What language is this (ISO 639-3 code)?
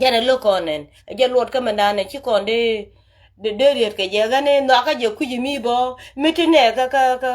nus